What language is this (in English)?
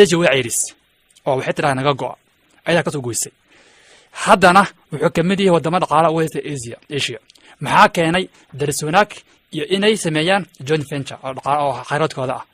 Somali